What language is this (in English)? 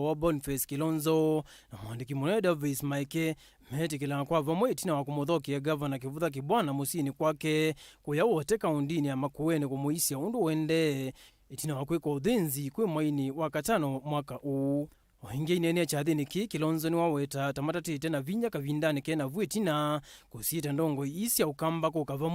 Kamba